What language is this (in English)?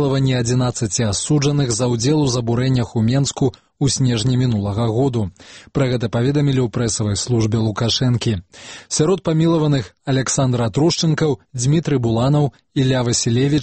Belarusian